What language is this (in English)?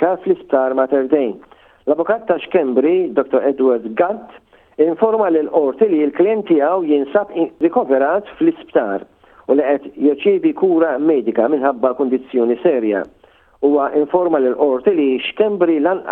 Maltese